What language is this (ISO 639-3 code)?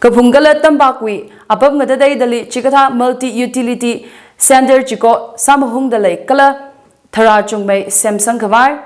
nmf